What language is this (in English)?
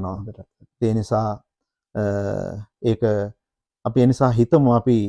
Sinhala